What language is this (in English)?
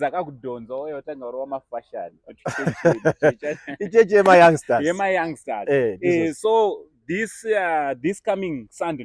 Shona